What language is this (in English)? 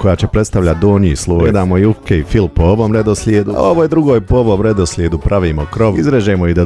Bosnian